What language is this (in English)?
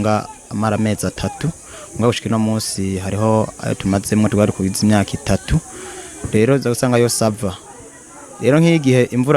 Rundi